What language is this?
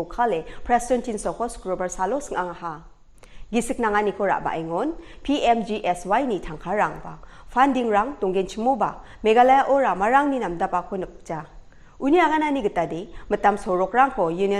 Garo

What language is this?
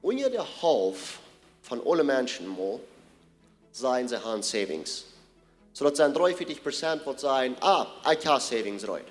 Plautdietsch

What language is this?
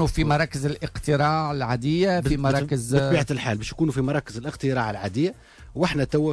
Tunisian Arabic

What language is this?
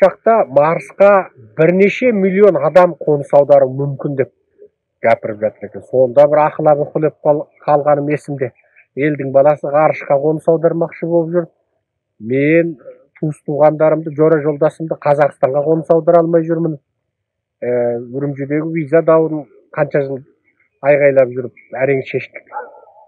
Kazakh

